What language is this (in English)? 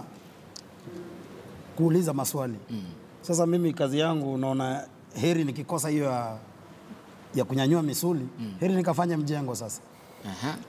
Swahili